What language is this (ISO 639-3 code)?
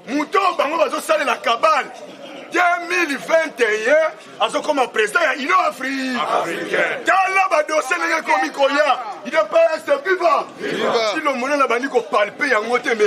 lin